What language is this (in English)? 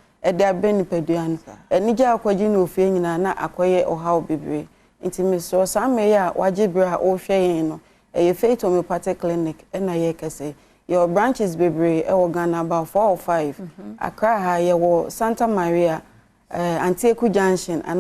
Akan